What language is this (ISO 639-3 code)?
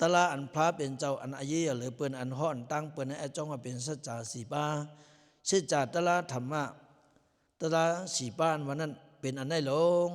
lao